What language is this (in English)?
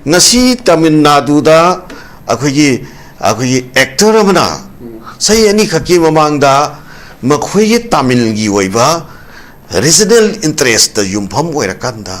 Manipuri